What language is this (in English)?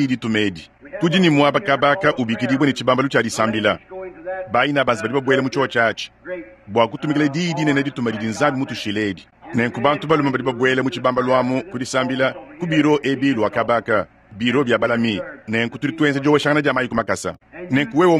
Luba-Lulua